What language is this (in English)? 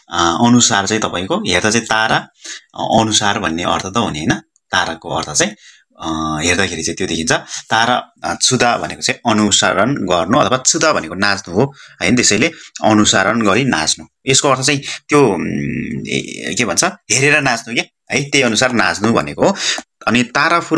Nepali